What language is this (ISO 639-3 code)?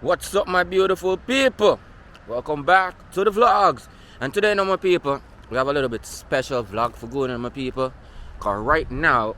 jam